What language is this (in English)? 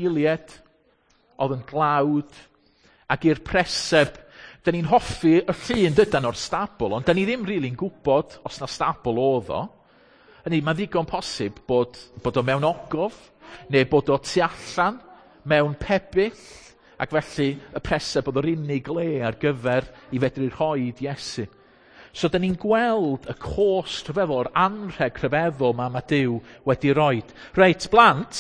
Welsh